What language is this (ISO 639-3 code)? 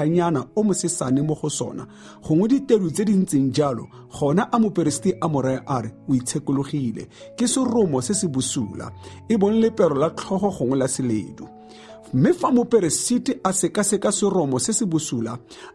tsn